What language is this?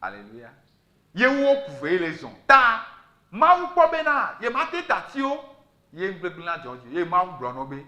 Ewe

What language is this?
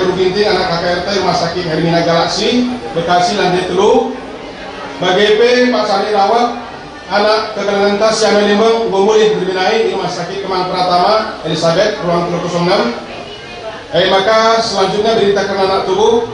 Batak Karo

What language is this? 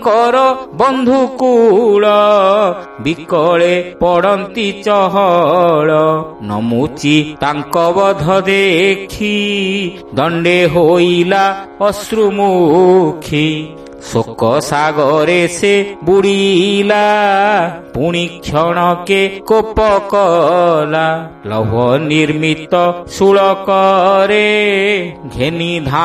Odia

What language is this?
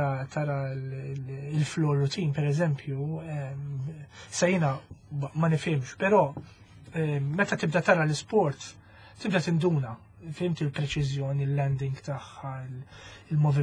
Maltese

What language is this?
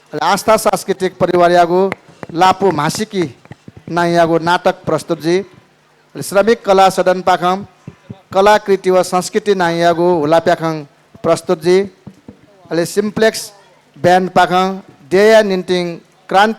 Newari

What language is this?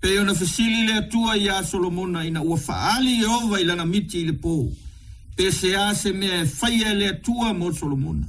Samoan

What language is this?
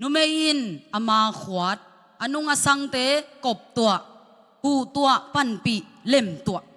Tedim Chin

